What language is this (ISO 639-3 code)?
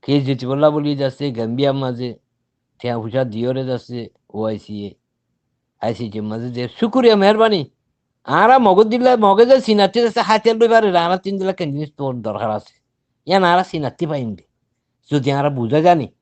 rhg